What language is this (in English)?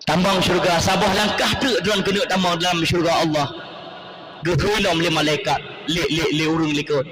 Achinese